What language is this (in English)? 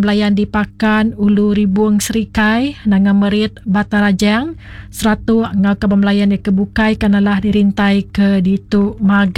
Iban